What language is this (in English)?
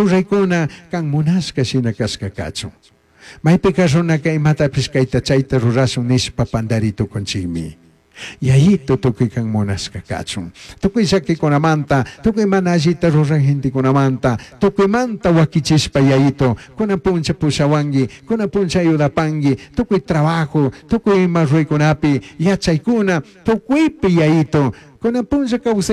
Chimborazo Highland Quichua